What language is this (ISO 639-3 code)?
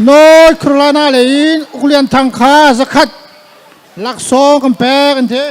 cnh